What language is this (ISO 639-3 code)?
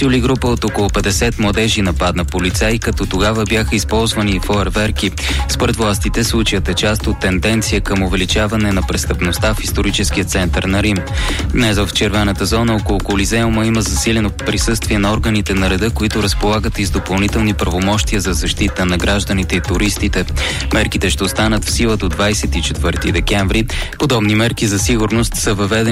bul